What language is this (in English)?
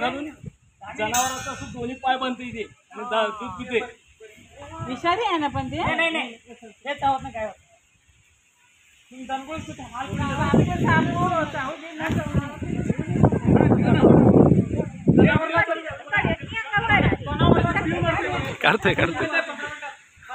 Marathi